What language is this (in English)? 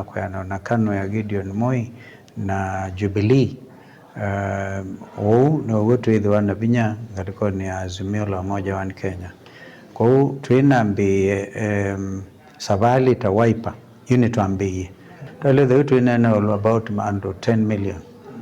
Kamba